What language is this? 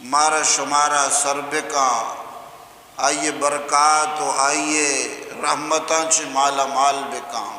Eastern Balochi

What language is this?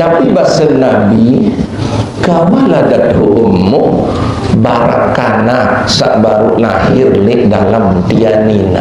Sasak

